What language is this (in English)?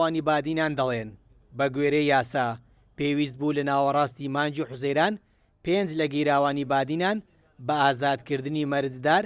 Central Kurdish